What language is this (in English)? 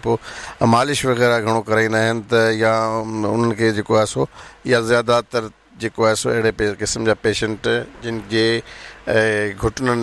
Sindhi